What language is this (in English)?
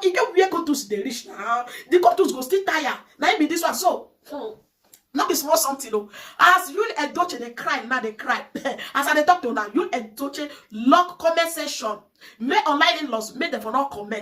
Nigerian Pidgin